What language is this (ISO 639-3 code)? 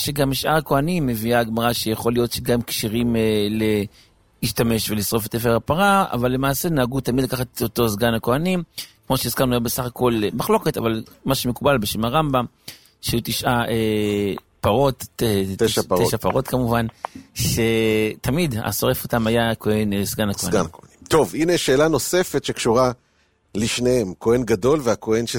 heb